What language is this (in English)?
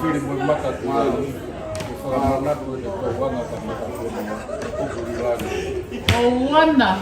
Tongan